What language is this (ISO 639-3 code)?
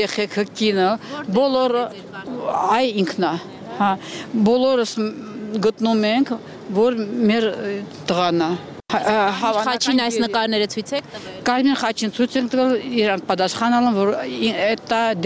hye